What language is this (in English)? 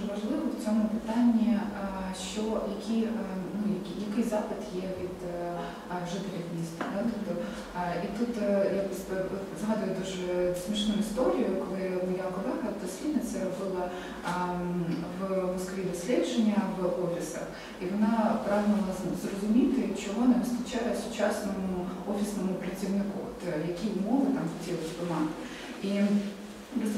Ukrainian